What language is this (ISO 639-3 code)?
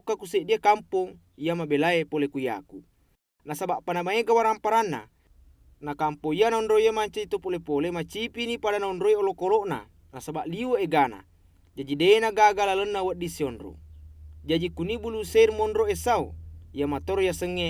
bug